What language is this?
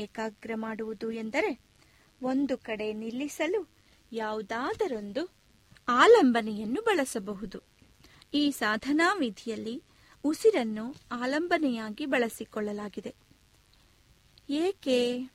Kannada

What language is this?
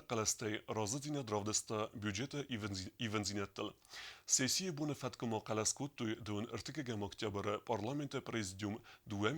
Ossetic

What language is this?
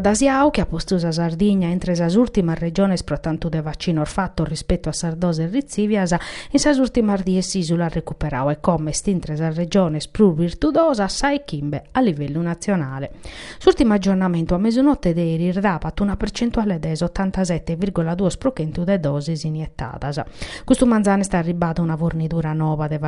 Sardinian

